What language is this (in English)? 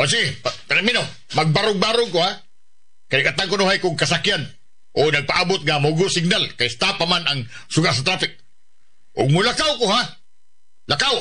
Cebuano